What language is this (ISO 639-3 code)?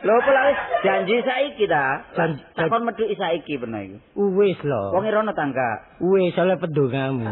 jav